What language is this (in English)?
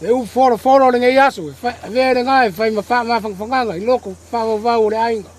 Samoan